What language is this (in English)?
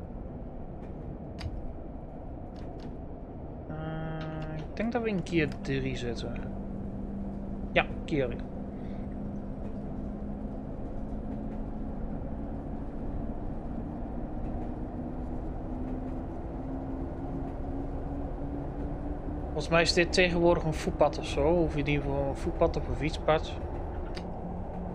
Dutch